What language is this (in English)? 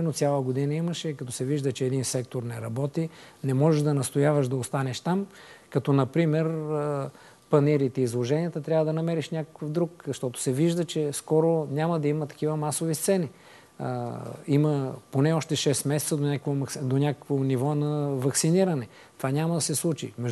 Bulgarian